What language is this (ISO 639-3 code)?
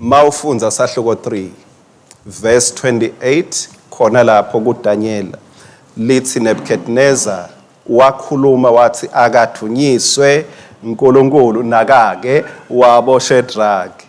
ssw